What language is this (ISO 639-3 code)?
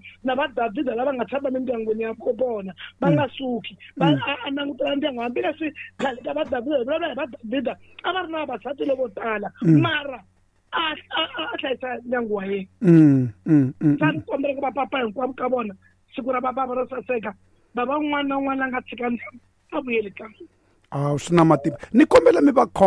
tso